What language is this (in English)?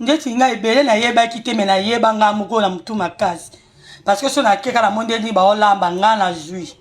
Lingala